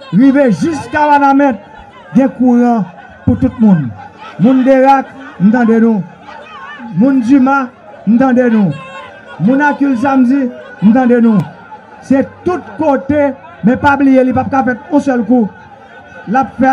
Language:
Haitian Creole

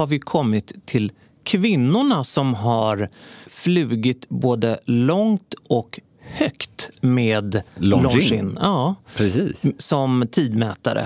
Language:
Swedish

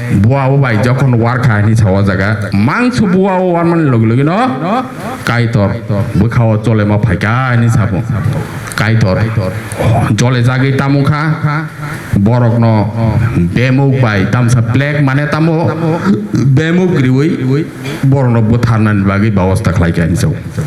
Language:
Kok Borok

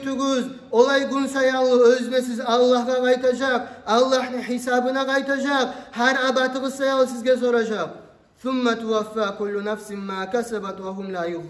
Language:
Kumyk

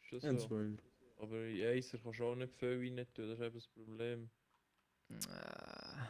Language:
Swiss German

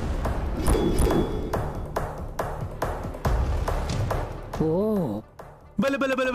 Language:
Telugu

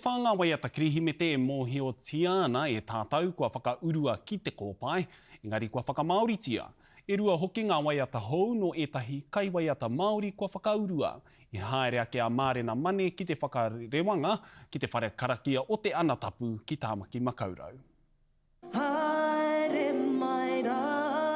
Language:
Māori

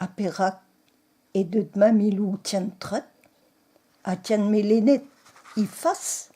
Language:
Breton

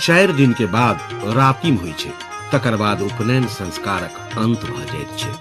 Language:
Maithili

